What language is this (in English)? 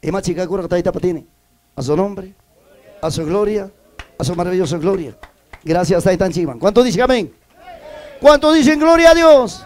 Ayacucho Quechua